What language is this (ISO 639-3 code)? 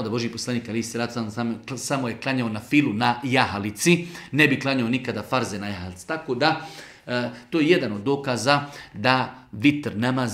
bos